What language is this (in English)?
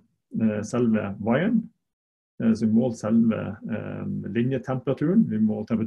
Norwegian